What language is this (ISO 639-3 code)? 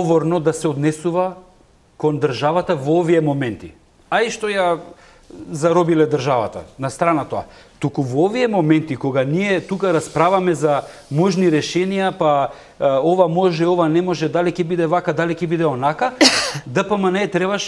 mkd